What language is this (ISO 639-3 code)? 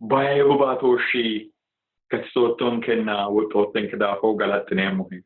sid